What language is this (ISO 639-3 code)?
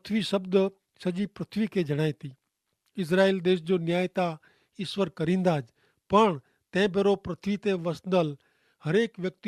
kfr